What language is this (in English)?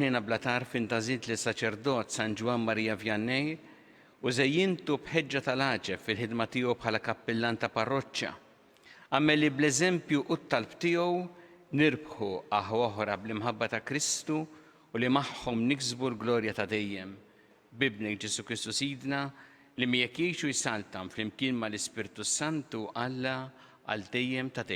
Maltese